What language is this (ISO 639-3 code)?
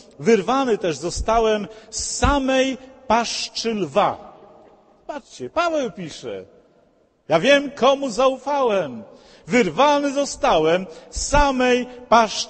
pol